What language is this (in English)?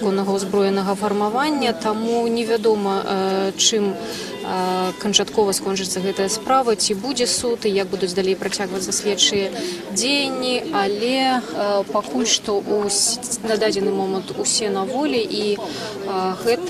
Belarusian